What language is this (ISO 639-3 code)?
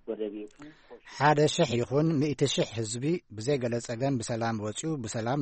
tir